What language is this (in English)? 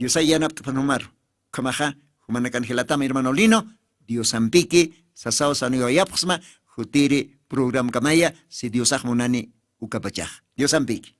Aymara